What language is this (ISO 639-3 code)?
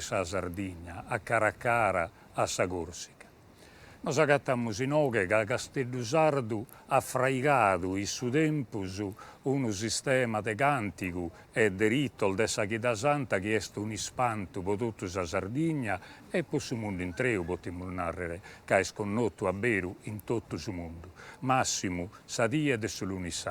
srd